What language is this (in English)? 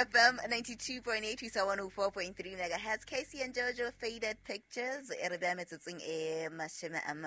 Southern Sotho